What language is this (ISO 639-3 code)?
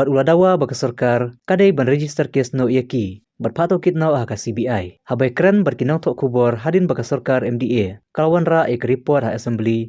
kha